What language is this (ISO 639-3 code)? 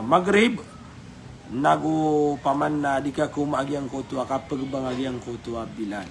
mrw